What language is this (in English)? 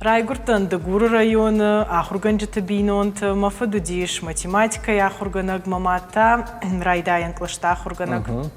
Ossetic